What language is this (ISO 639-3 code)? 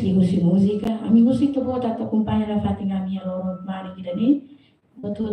tet